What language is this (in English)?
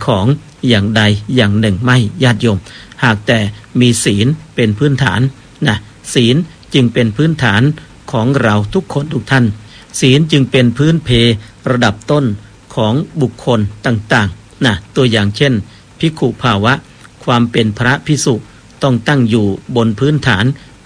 Thai